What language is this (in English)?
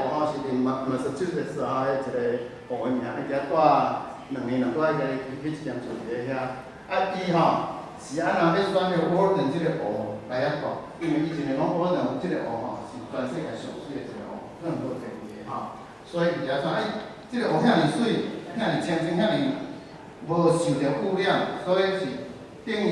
Min Nan Chinese